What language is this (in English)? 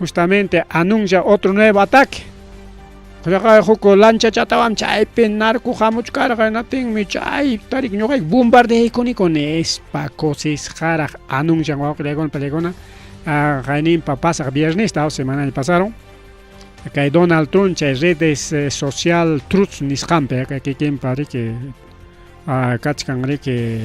Ayacucho Quechua